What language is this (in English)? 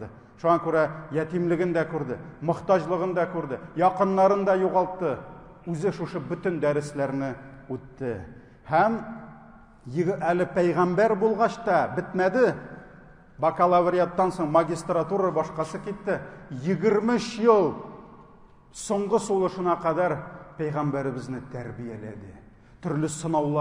Tatar